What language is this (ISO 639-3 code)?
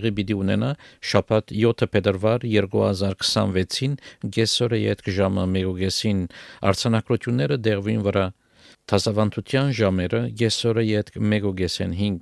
hye